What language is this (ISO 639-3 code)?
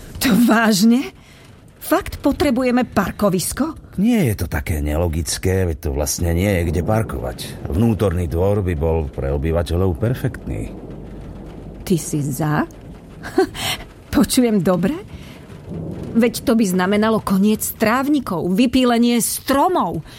slk